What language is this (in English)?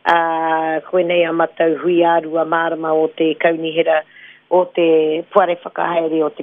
Māori